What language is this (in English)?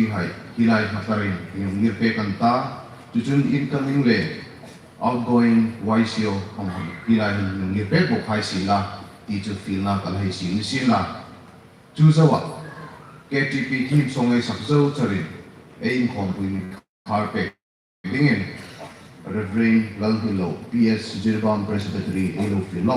Hmar